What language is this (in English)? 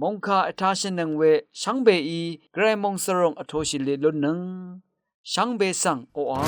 Rawang